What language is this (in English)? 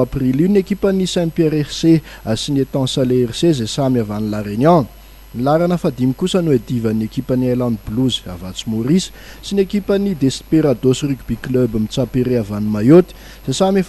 Malagasy